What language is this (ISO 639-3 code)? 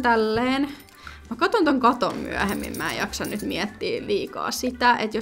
fin